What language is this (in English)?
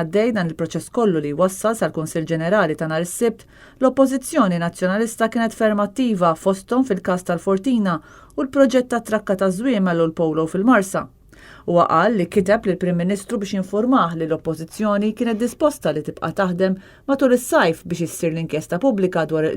Maltese